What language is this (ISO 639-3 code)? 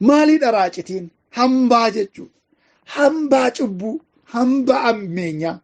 orm